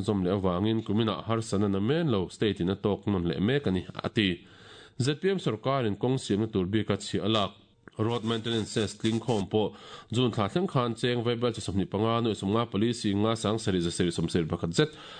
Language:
Mizo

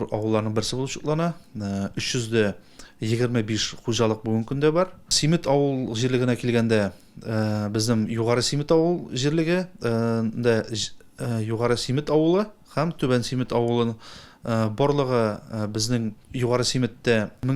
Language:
Tatar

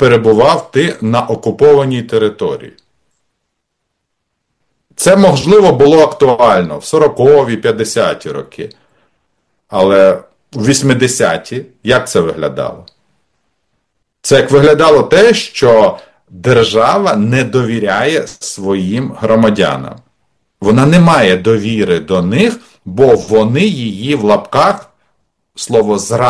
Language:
Ukrainian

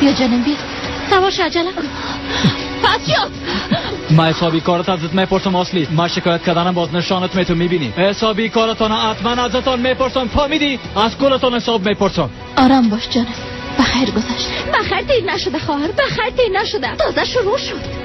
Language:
Persian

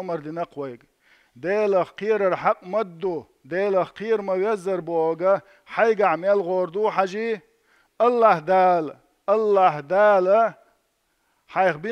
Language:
Chechen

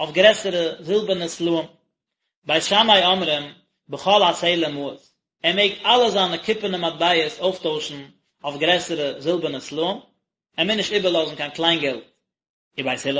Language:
Yiddish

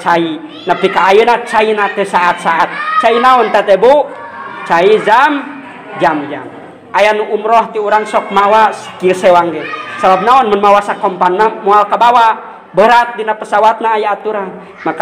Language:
Sundanese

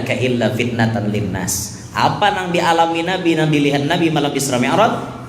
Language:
Banjar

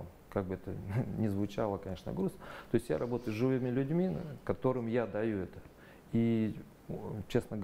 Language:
Russian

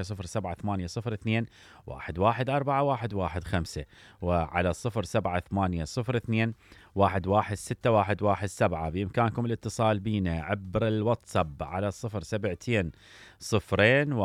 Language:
Mesopotamian Arabic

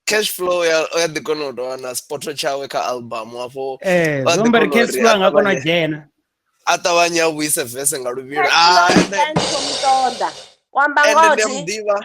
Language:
Venda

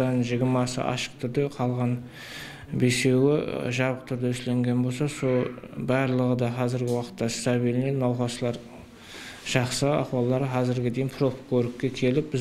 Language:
Kara-Kalpak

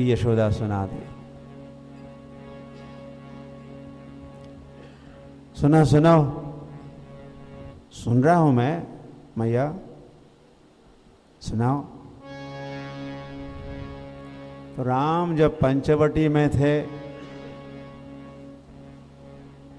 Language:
Hindi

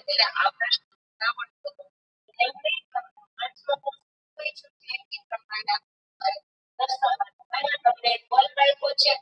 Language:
Gujarati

